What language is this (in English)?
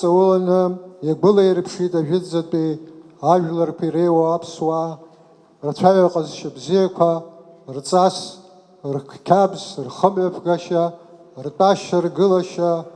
Abkhazian